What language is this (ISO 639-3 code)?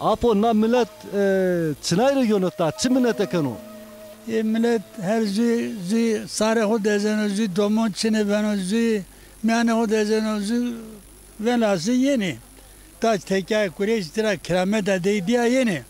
zza